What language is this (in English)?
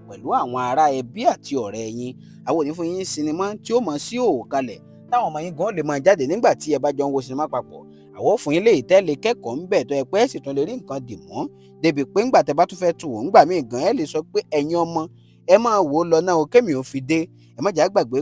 Yoruba